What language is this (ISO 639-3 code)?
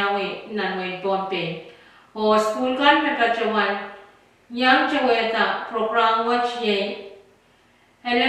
pon